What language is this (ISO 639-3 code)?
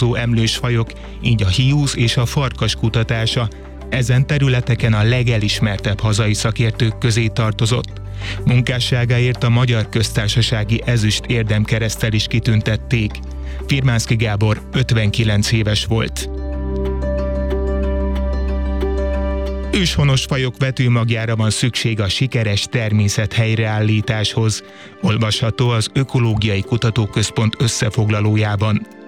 hun